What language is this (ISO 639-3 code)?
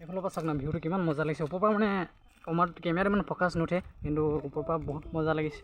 asm